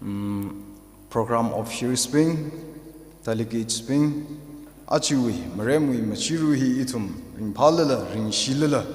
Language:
Tangkhul Naga (India)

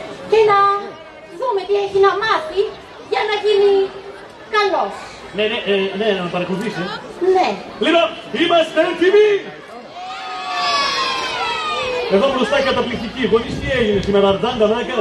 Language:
Greek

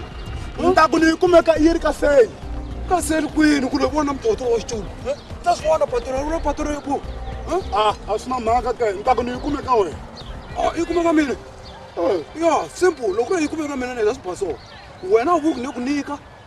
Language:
Tsonga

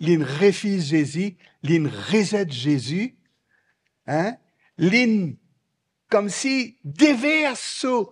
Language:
Morisyen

